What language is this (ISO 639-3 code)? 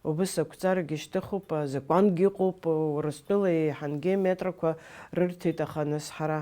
abk